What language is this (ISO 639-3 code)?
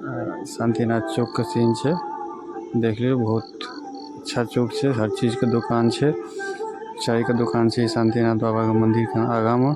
mai